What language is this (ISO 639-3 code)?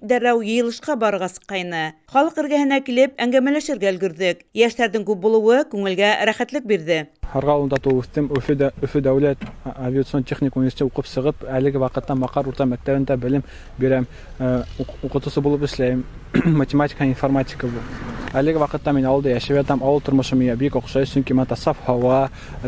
bak